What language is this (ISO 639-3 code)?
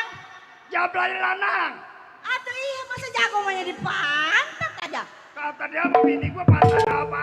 bew